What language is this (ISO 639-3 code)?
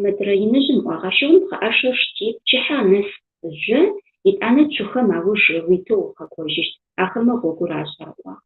ady